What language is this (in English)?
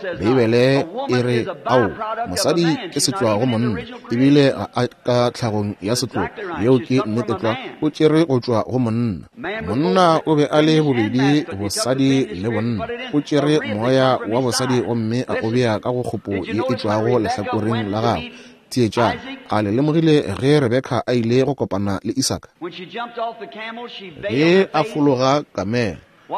Northern Sotho